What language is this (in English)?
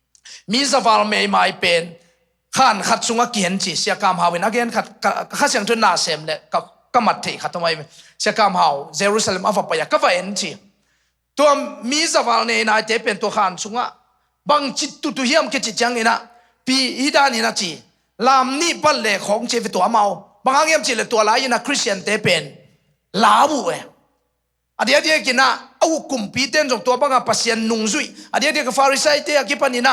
Tedim Chin